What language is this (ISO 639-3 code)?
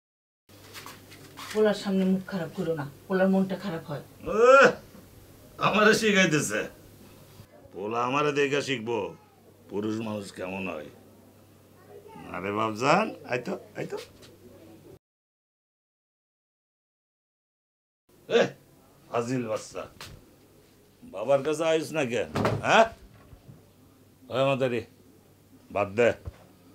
ben